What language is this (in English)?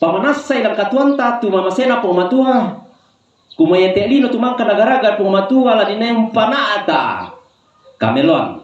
Toraja-Sa'dan